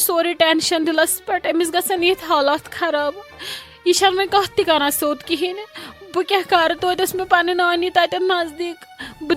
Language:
Kashmiri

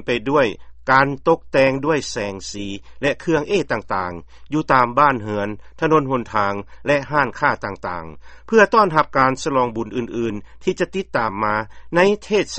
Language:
Lao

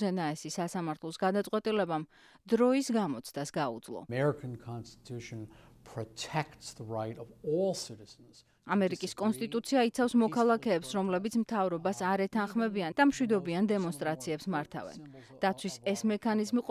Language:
Georgian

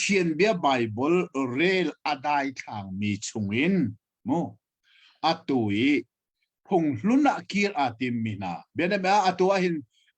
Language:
Hakha Chin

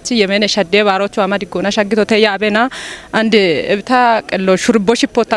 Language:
Kafa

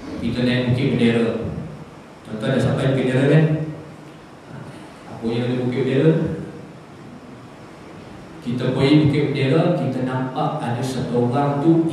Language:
Malay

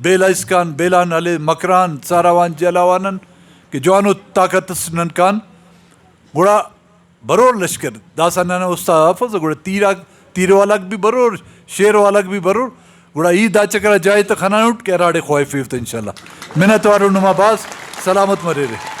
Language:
Brahui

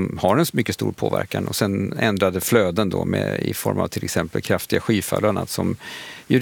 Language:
Swedish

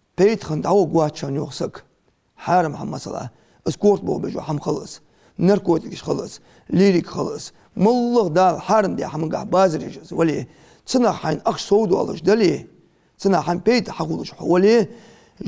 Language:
Ingush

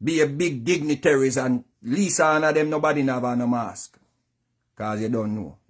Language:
Jamaican Creole English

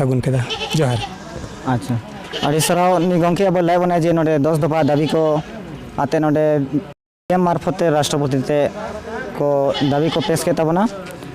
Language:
Santali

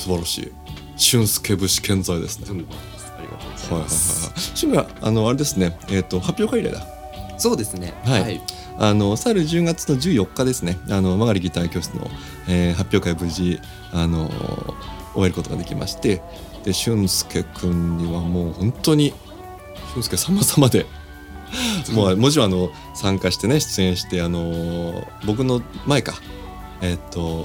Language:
Japanese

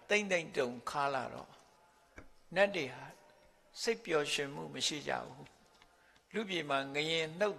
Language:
Burmese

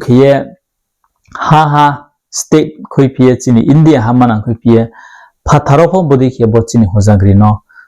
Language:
Riang (India)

